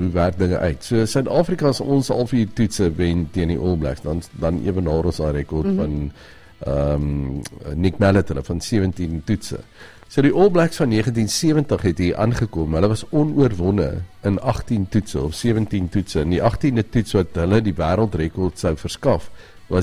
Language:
Afrikaans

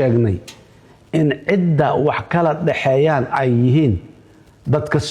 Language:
Somali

